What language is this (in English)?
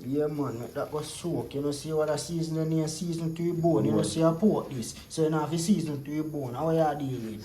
Jamaican Creole English